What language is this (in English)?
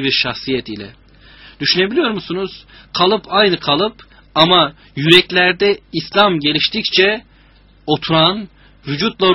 Turkish